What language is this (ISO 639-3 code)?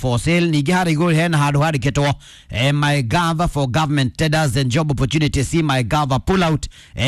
kik